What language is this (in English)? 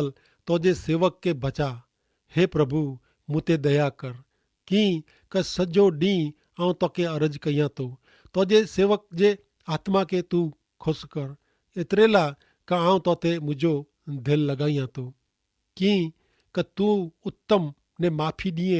Kachhi